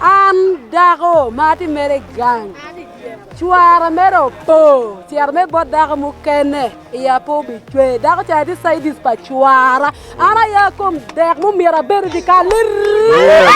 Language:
Acoli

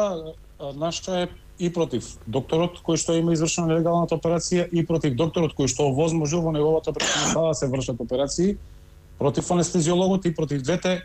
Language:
Macedonian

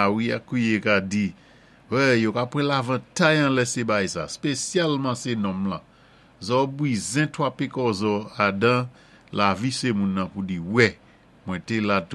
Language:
Saint Lucian Creole French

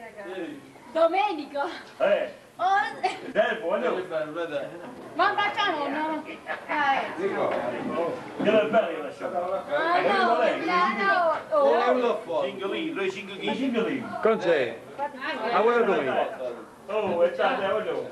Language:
Italian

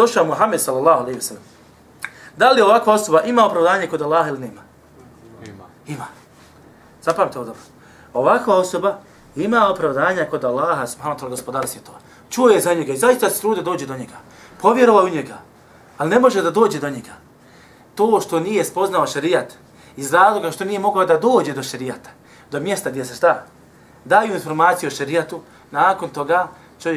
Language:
Bosnian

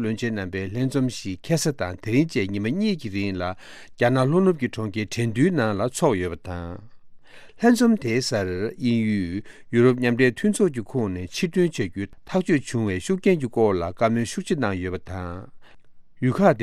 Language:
Tibetan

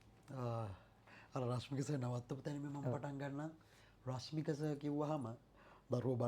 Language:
Sinhala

